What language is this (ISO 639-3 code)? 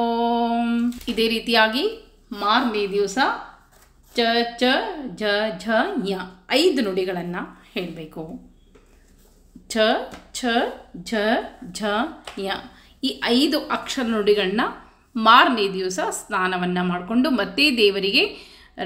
kan